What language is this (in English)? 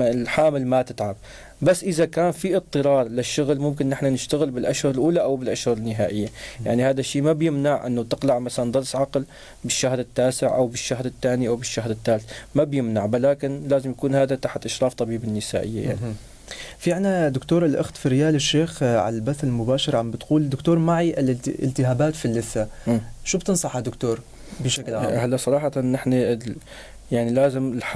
North Levantine Arabic